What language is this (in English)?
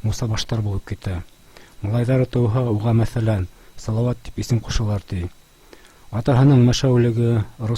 Bashkir